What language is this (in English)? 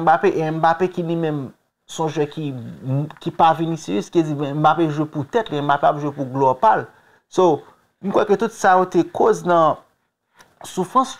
Haitian Creole